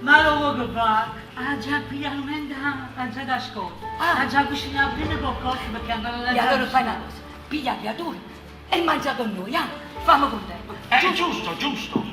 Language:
Neapolitan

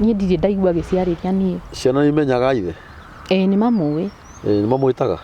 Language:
Kikuyu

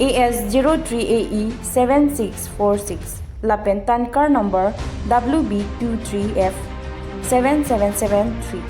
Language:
Karbi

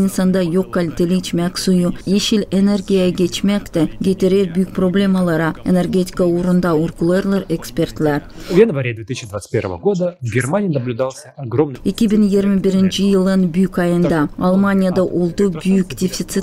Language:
Gagauz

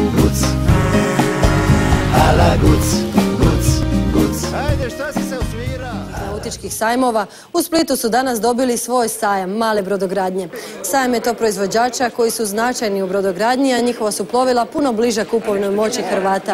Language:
Croatian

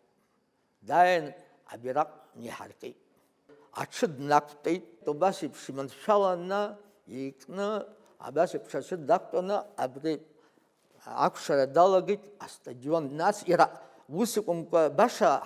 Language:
Abkhazian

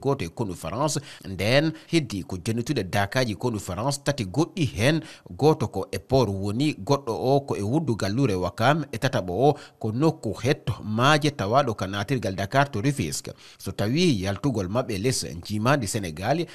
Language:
Fula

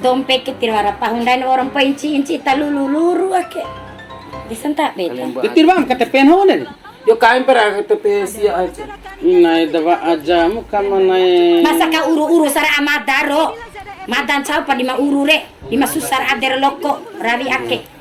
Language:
Bima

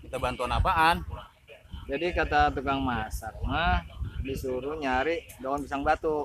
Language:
Betawi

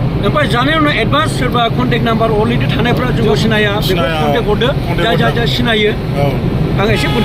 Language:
Bodo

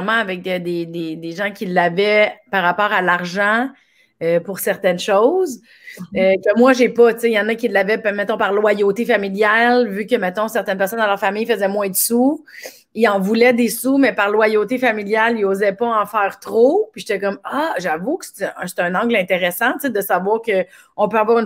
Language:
French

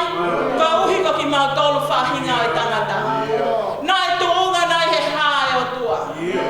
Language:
Tongan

